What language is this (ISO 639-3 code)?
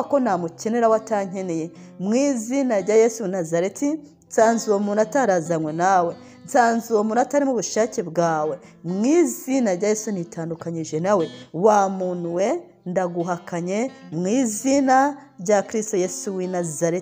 kin